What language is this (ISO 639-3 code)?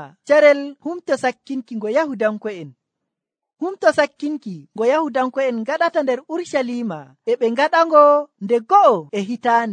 fuv